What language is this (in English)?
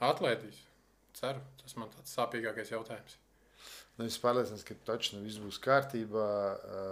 Latvian